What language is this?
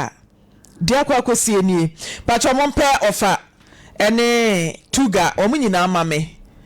Akan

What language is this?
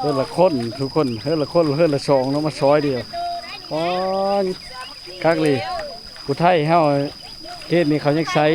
Lao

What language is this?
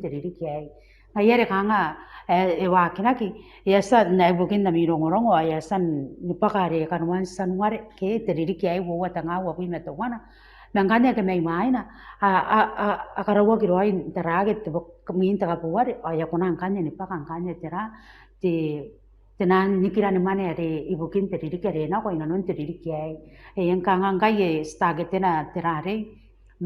Gilbertese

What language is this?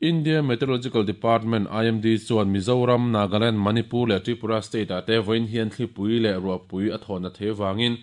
Mizo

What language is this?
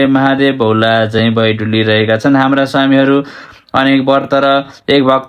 Nepali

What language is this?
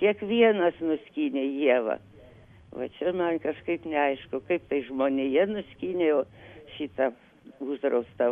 Lithuanian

